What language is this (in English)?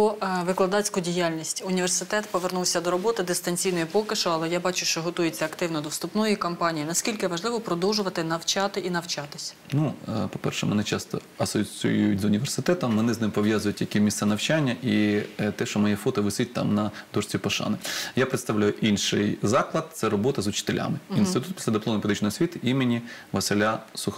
Ukrainian